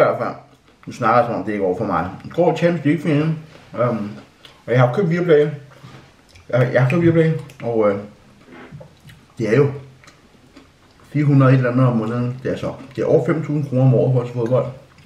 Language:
Danish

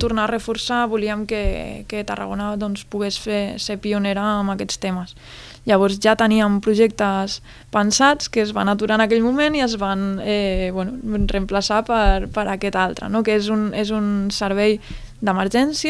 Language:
Catalan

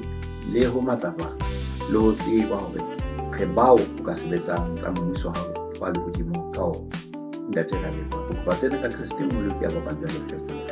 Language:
Southern Sotho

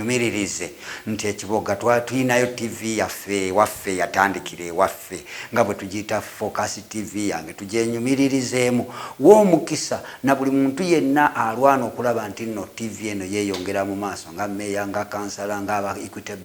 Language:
Ganda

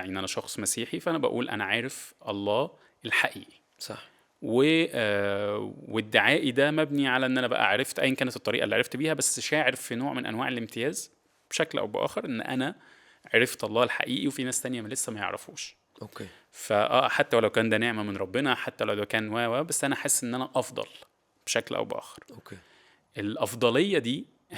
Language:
Egyptian Arabic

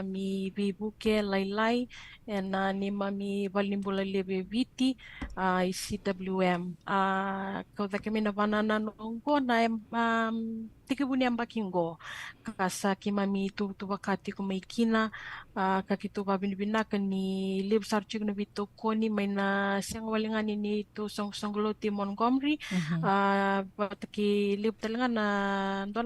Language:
Fijian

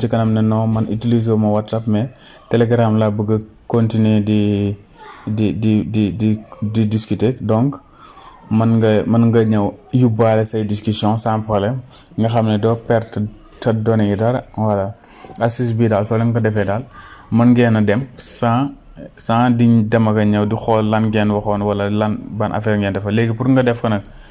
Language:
Wolof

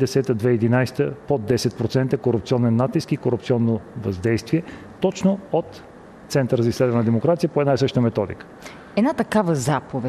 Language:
Bulgarian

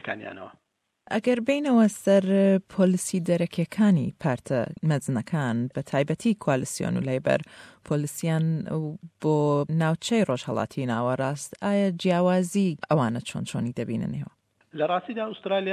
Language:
Central Kurdish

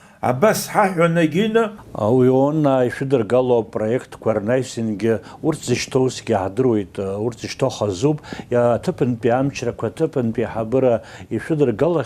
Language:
Abkhazian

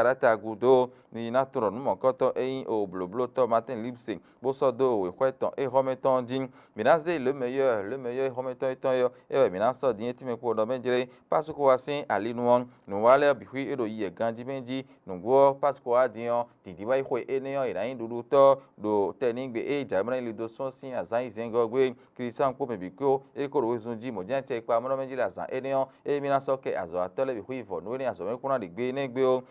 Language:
Fon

